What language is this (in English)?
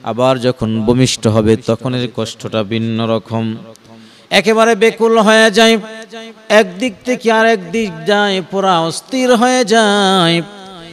Bangla